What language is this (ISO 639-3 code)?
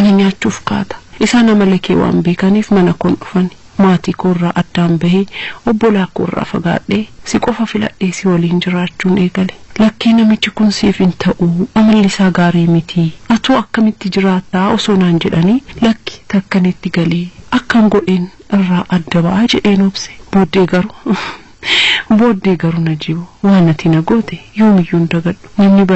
orm